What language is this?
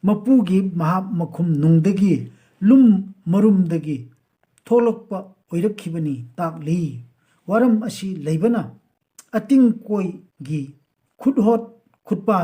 Manipuri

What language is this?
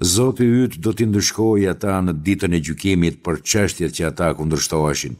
Albanian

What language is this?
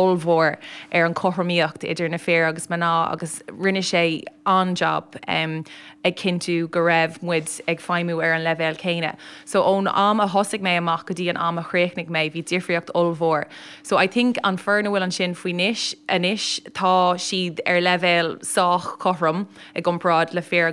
Irish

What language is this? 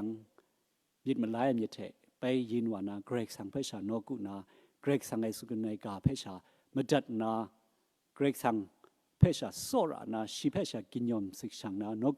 Kachin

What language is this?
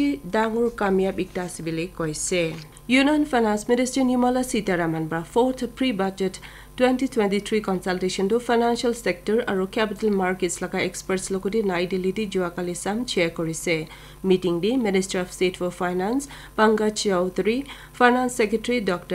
Naga Pidgin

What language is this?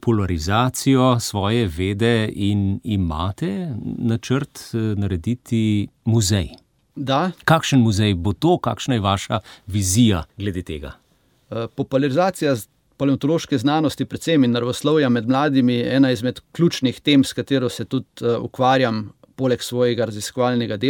Slovenian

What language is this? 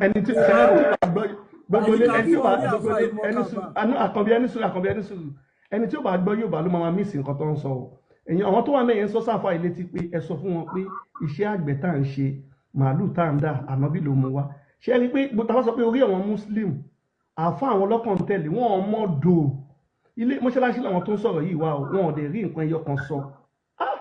Yoruba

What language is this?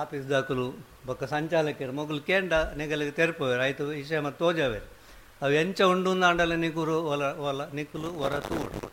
Tulu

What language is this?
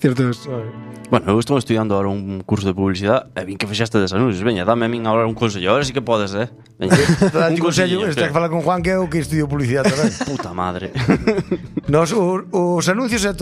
Galician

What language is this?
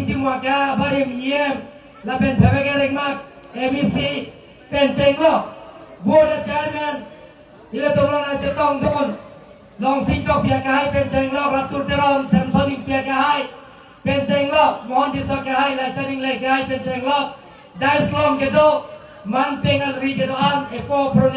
Karbi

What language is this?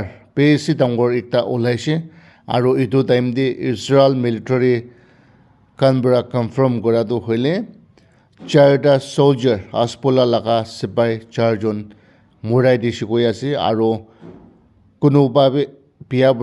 Naga Pidgin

